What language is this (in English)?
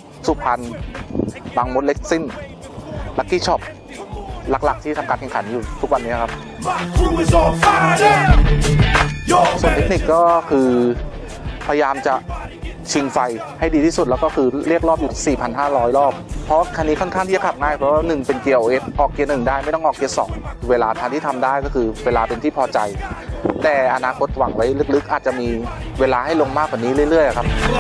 Thai